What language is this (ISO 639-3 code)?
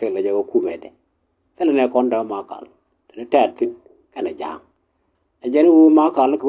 nus